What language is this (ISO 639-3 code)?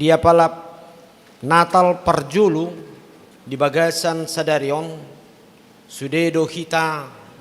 bbc